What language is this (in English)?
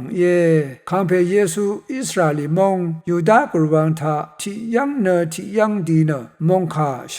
Rawang